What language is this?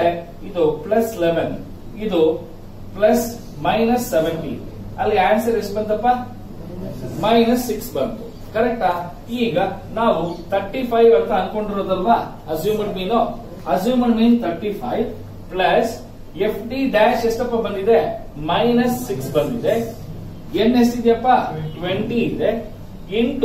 Kannada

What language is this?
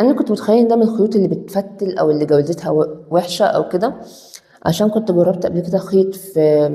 Egyptian Arabic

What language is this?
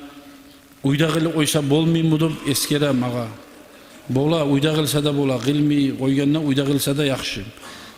Kumyk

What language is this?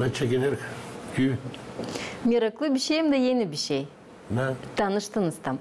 Gagauz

